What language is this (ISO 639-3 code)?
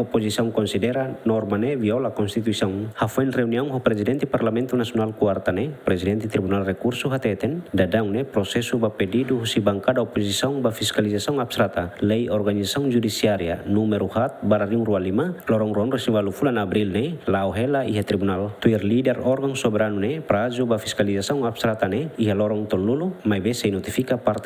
tet